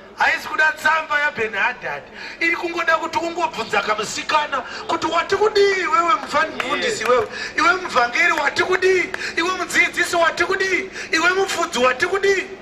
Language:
Shona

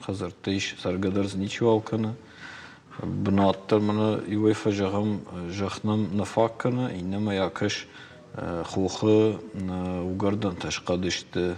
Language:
Ossetic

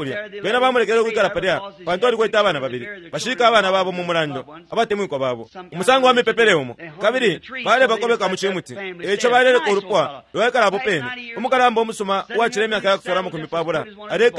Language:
Bemba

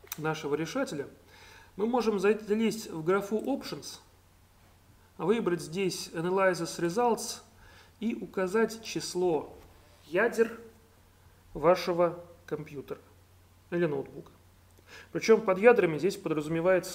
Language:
Russian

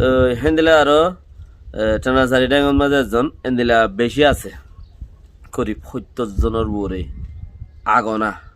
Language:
Rohingya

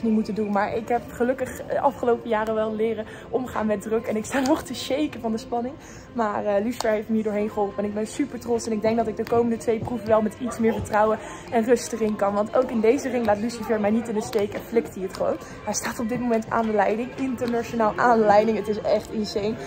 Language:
Dutch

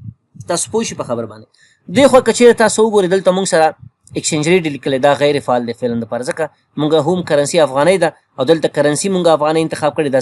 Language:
Pashto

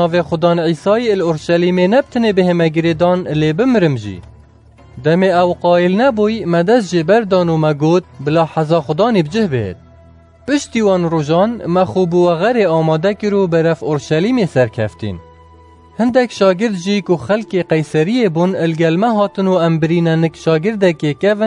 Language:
Kurdish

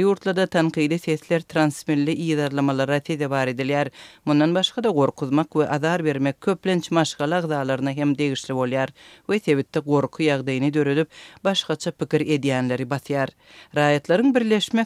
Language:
Turkmen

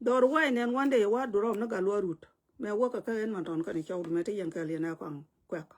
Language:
Nuer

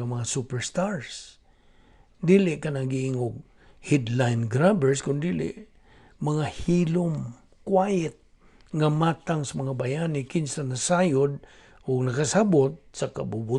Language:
Cebuano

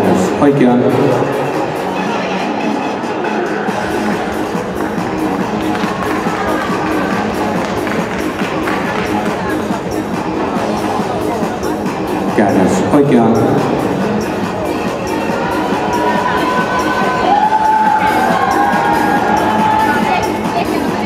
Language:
Finnish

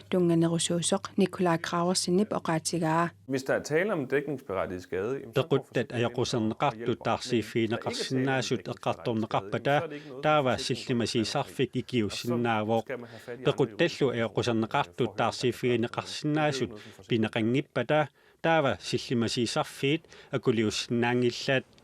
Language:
Kalaallisut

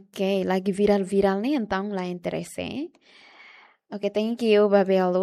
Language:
Tetum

